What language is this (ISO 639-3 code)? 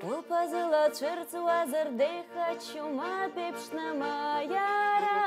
abk